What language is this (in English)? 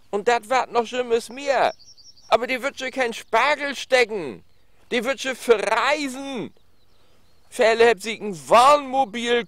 Low German